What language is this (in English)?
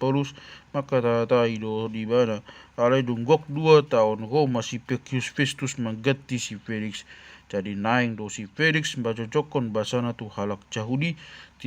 Batak Toba